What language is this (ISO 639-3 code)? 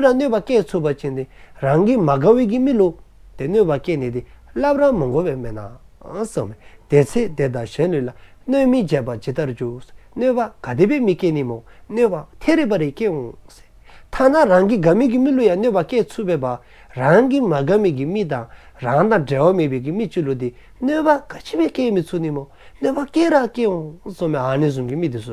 dzo